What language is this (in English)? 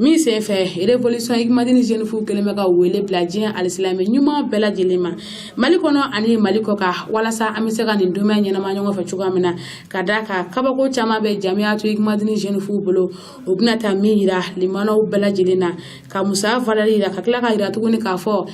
Bambara